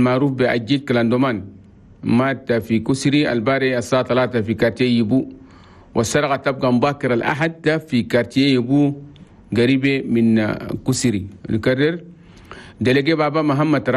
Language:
Chadian Arabic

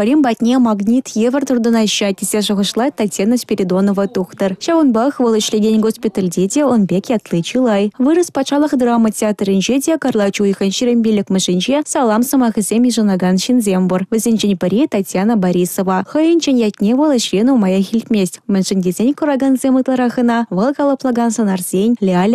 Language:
Chuvash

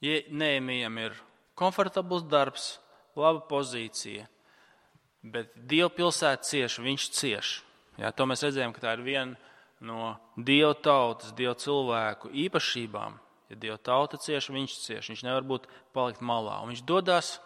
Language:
Latvian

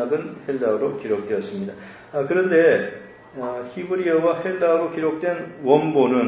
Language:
Korean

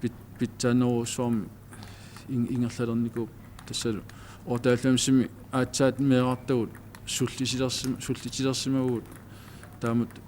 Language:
Kalaallisut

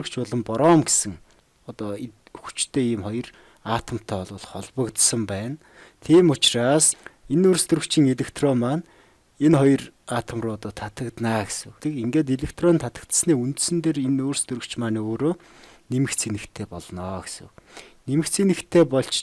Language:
Mongolian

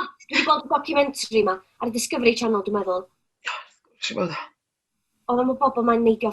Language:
Welsh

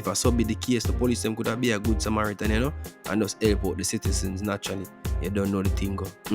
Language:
Jamaican Creole English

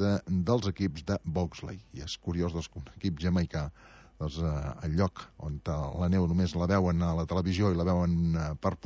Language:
Catalan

